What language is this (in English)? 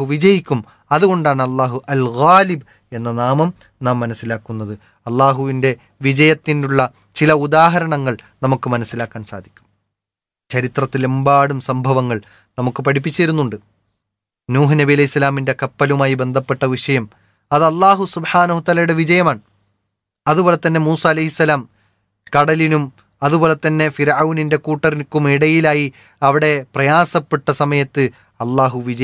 Malayalam